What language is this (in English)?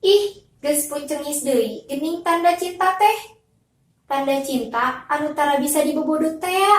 Sundanese